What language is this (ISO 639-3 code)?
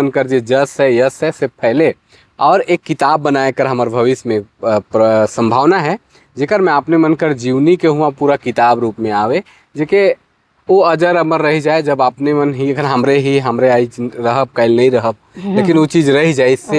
sck